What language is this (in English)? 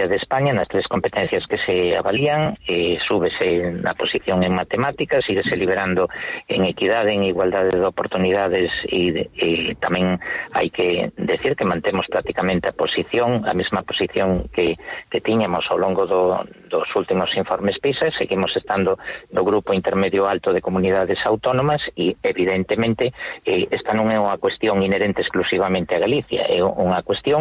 Galician